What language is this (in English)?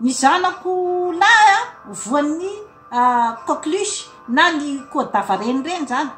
Malagasy